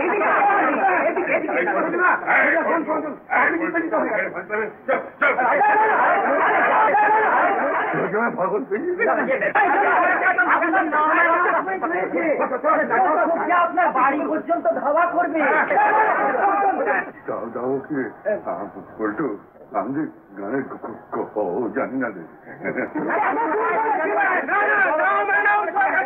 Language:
Bangla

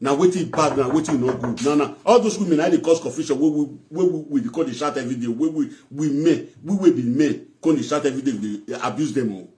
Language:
Nigerian Pidgin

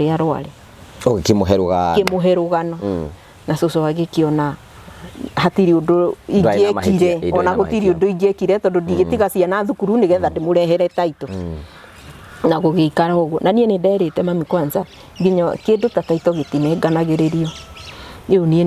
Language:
Kikuyu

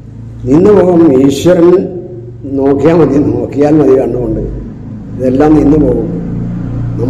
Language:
Malayalam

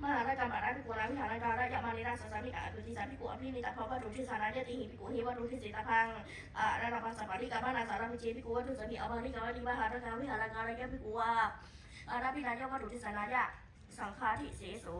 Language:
Pali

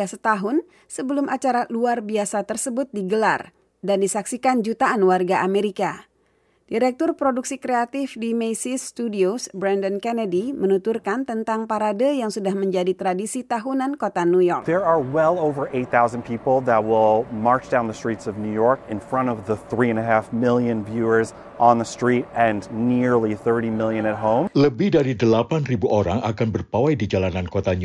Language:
Indonesian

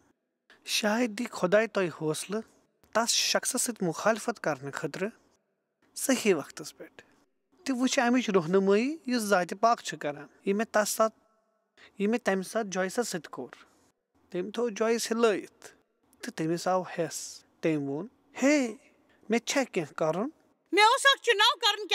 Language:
Kashmiri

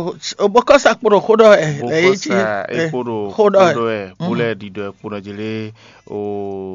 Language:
Fon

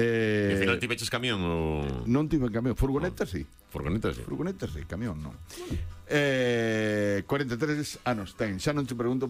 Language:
Galician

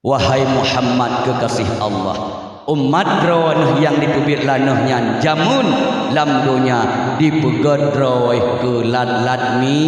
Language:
Achinese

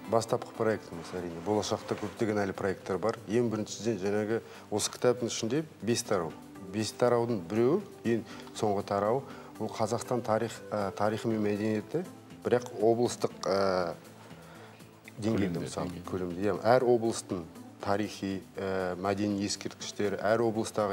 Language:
Kazakh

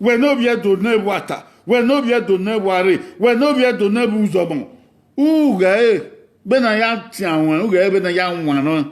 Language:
Bini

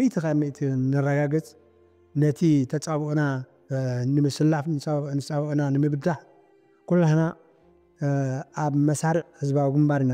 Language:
Tigrinya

